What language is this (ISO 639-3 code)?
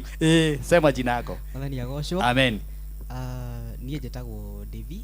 kik